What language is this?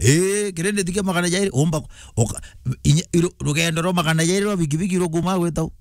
Meru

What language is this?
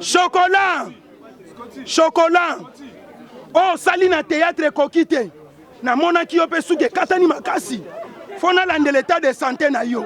Lingala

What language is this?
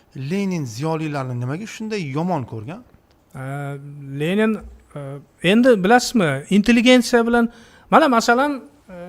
Uzbek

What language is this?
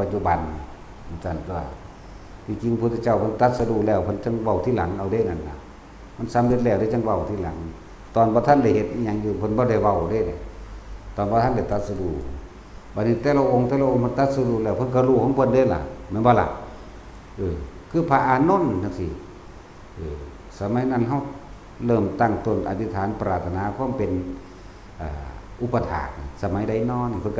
Northeastern Thai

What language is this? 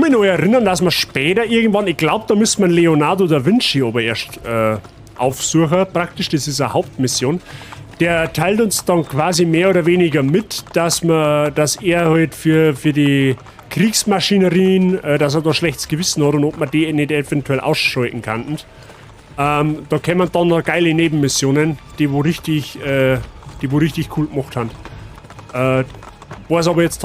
Bavarian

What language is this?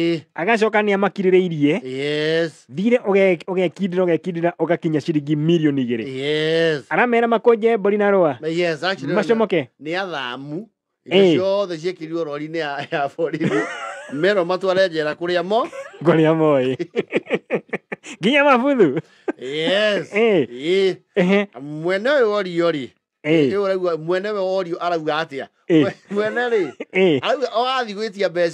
Kikuyu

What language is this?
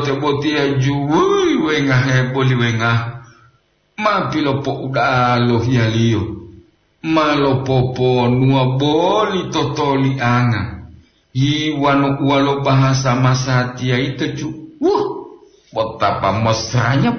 Gorontalo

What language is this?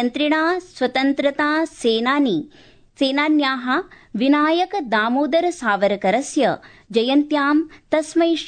Sanskrit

